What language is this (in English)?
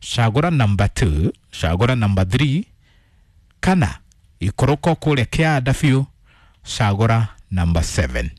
Kikuyu